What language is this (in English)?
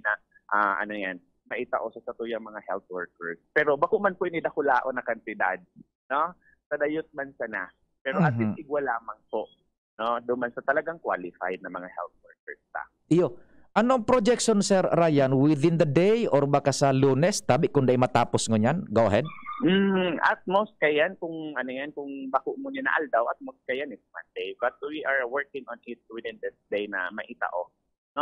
Bikol